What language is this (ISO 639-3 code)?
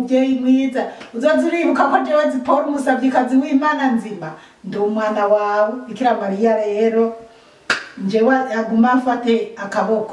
run